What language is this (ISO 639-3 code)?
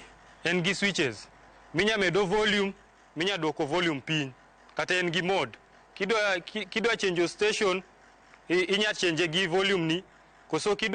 luo